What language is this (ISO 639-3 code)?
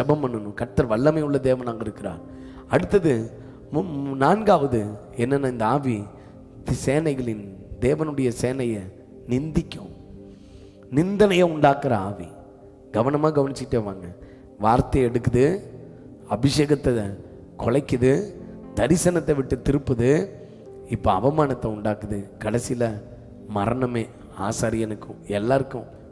tam